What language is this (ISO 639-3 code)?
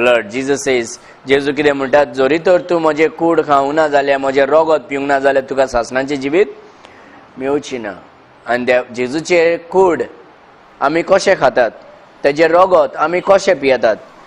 kok